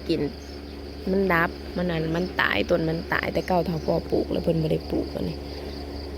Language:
Northeastern Thai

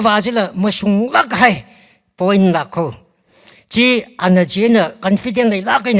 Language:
Tangkhul Naga (India)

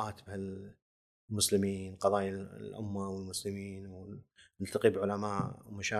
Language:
Gulf Arabic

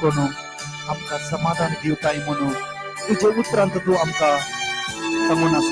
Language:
Konkani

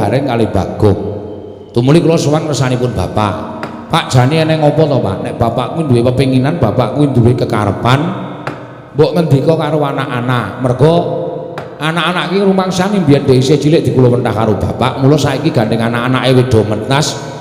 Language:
Javanese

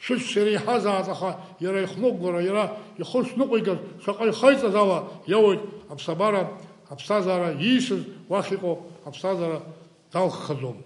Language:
Abkhazian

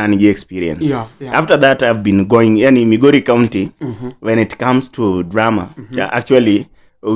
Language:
Luo (Kenya and Tanzania)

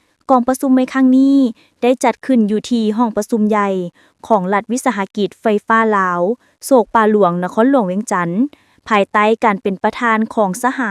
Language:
Lao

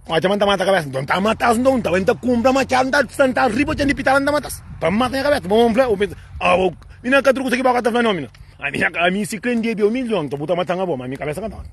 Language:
Kabuverdianu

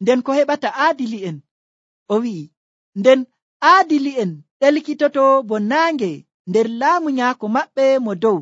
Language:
Nigerian Fulfulde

